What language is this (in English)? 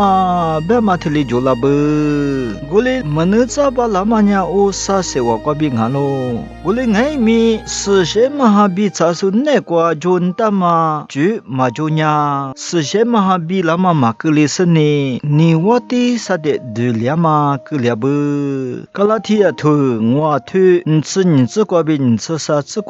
Lisu